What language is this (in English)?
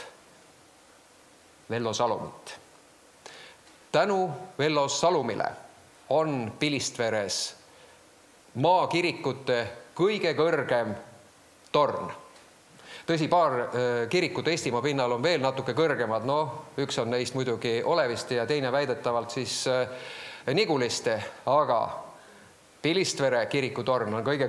Estonian